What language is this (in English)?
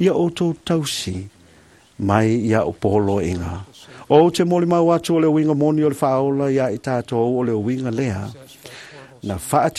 Samoan